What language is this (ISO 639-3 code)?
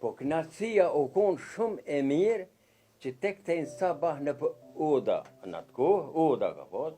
sqi